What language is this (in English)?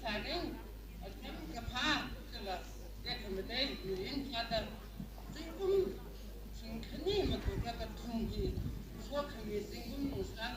Tangkhul Naga (India)